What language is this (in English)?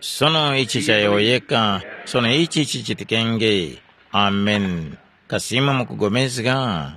Tumbuka